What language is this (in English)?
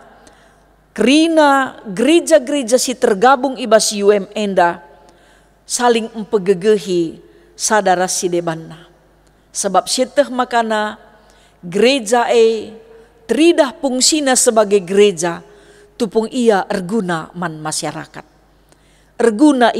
Batak Karo